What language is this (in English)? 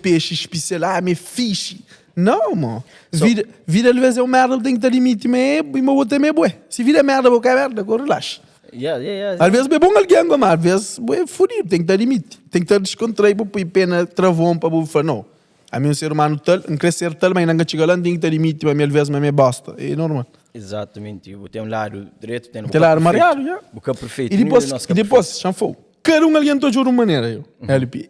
Kabuverdianu